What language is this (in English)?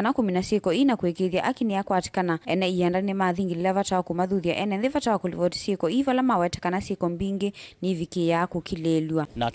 Kamba